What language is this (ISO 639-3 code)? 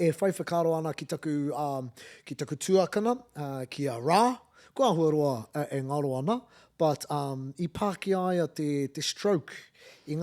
mri